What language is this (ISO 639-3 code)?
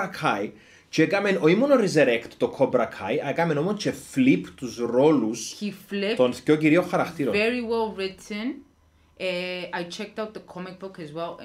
ell